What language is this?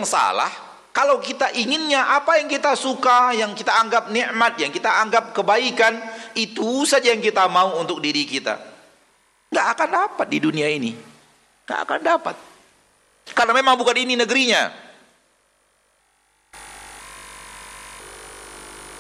Indonesian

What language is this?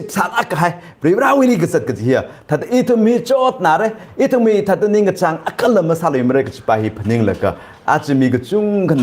Tangkhul Naga (India)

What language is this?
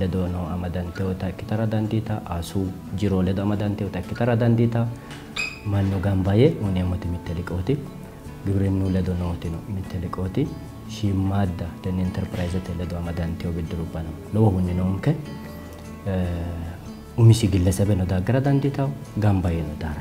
Sidamo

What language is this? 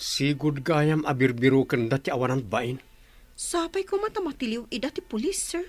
Iloko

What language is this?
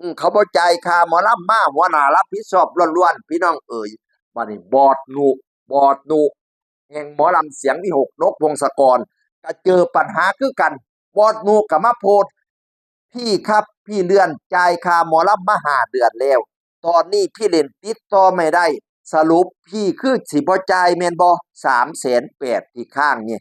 Northeastern Thai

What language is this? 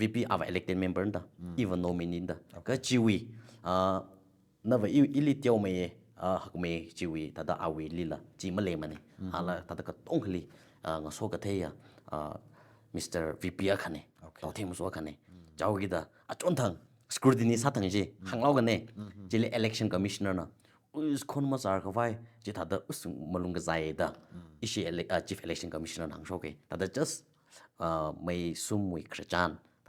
Tangkhul Naga (India)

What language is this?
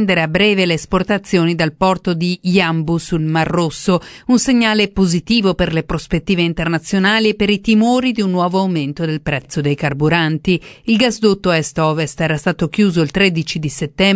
Italian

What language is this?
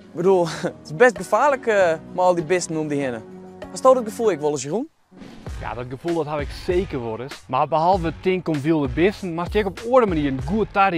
Western Frisian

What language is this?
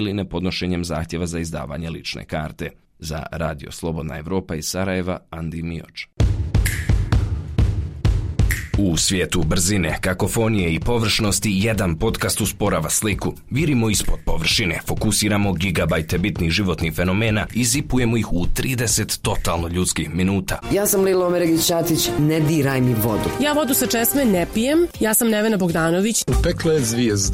Bosnian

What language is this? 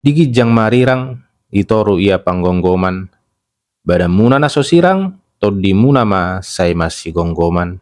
Batak Toba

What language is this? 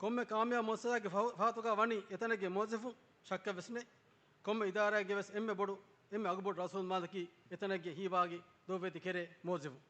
Divehi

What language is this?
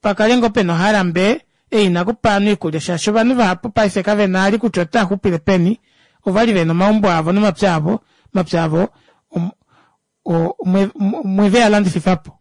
Kuanyama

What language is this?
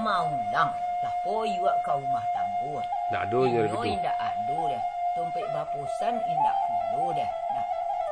Minangkabau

